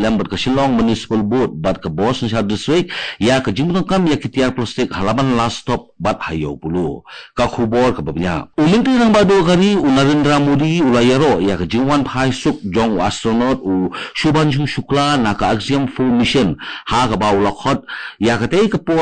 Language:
Khasi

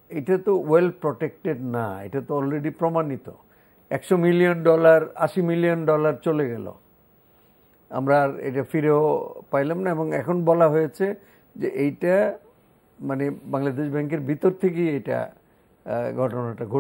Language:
Bangla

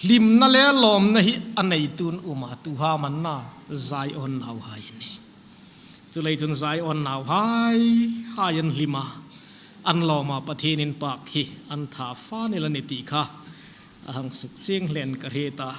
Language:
Hmar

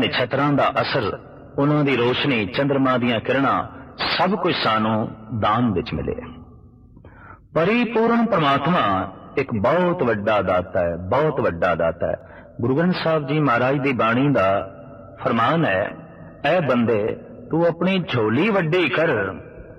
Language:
Punjabi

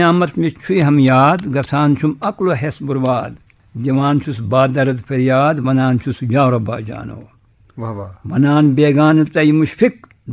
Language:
Kashmiri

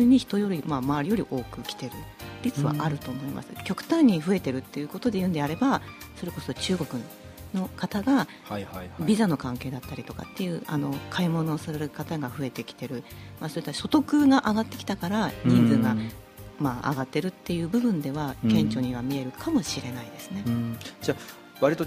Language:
Japanese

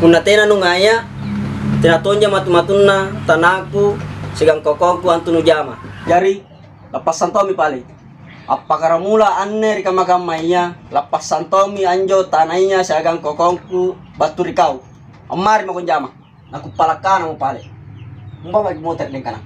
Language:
Makasar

